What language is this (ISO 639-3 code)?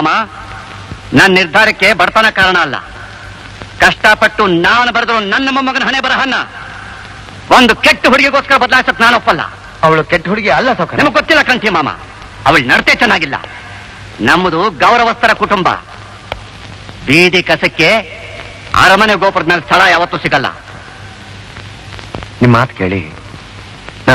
kan